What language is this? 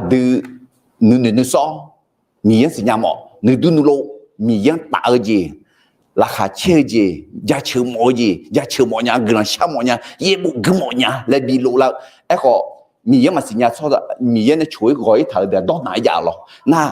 Akha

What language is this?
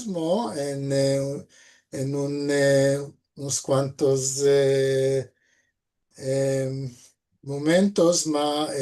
Ladino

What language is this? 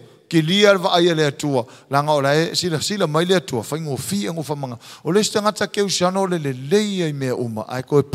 Samoan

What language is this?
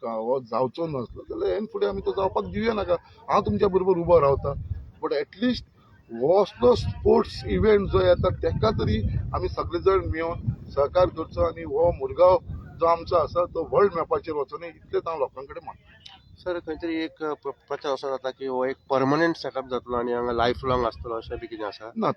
Konkani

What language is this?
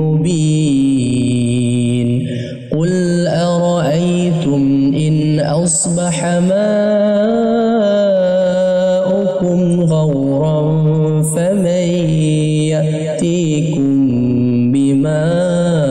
Arabic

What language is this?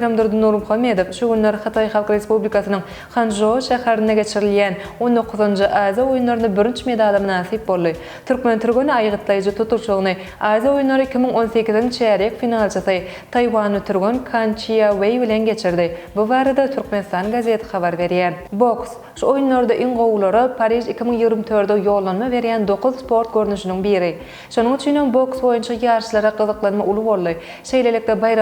Turkmen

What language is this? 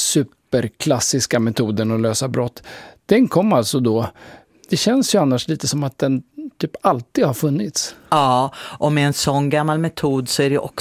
Swedish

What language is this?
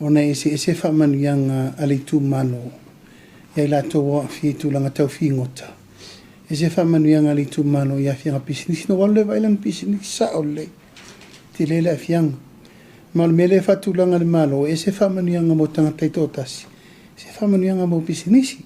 Samoan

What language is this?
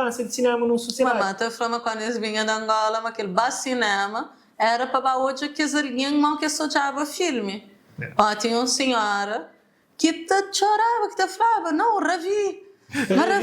Kabuverdianu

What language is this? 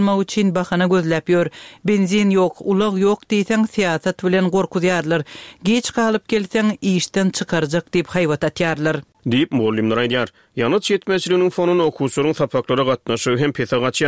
Turkmen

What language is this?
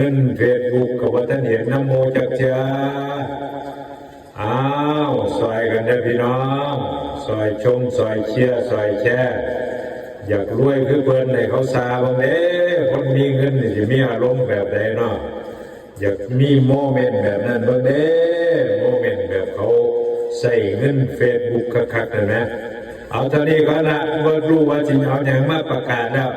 Lao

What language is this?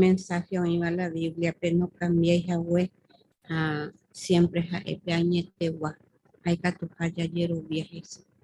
Guarani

